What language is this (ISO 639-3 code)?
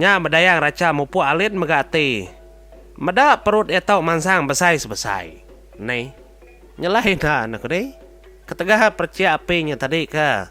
iba